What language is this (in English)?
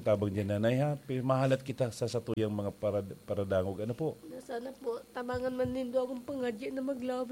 Bikol